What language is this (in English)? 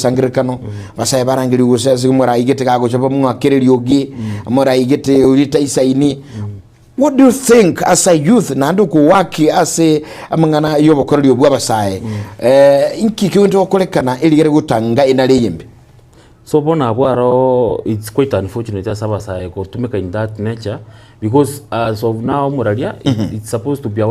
Gusii